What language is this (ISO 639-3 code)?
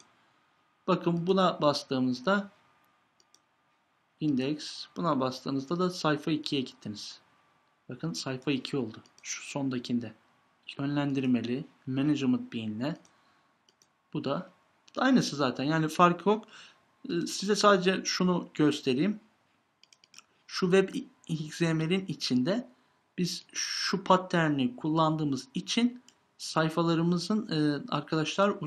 tur